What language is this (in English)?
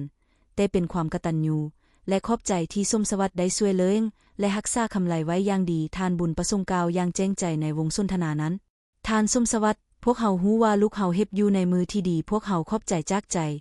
Lao